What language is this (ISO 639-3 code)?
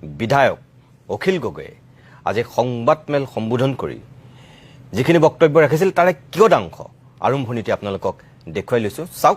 asm